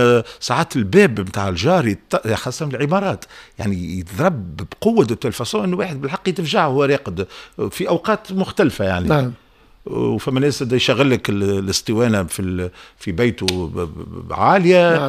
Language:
Tunisian Arabic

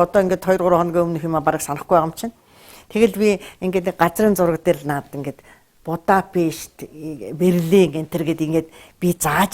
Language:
Mongolian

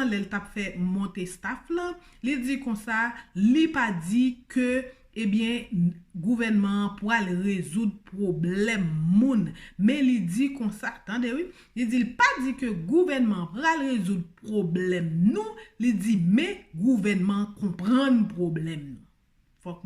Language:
Haitian Creole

